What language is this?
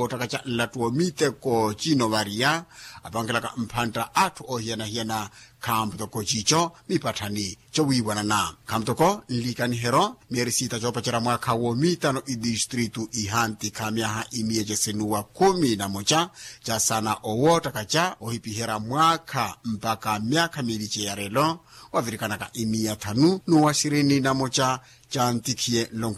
Makhuwa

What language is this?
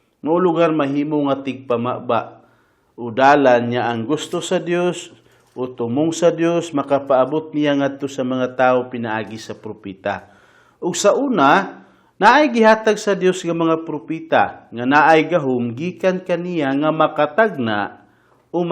Cebuano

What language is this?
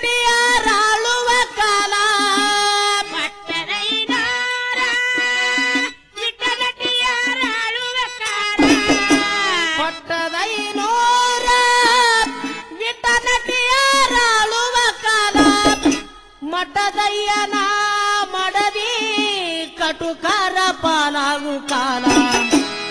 Kannada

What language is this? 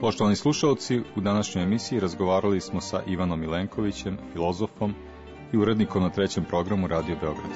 Serbian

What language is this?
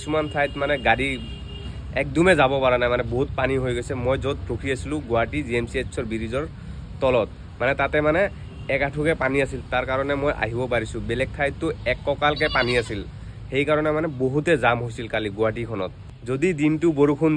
Assamese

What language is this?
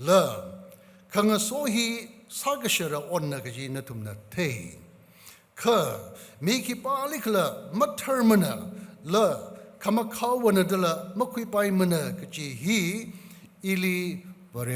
Tangkhul Naga (India)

